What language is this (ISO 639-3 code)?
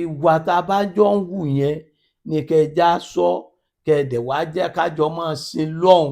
yor